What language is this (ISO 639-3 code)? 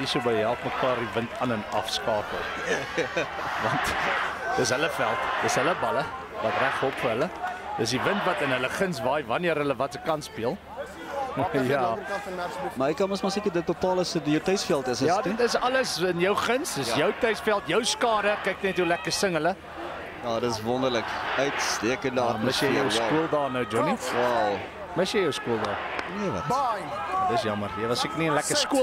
afr